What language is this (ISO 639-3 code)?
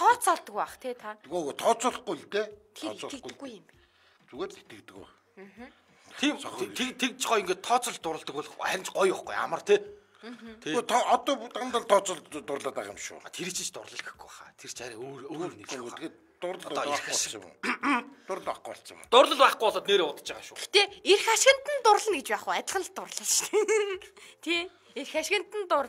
mon